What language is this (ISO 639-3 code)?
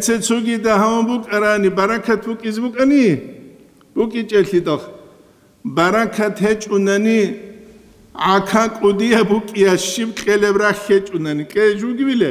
ava